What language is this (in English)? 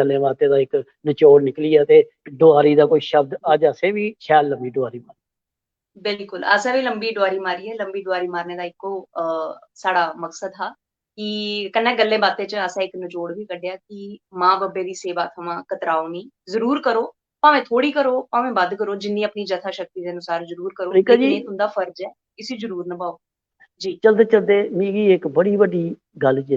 Dogri